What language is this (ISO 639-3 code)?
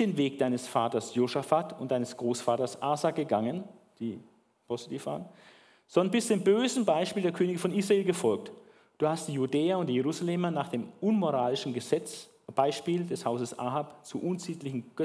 deu